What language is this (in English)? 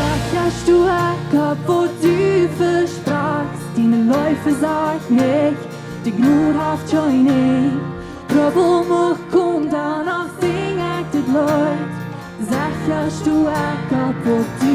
Plautdietsch